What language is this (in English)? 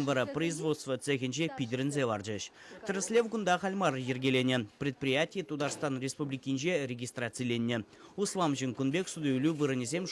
Chuvash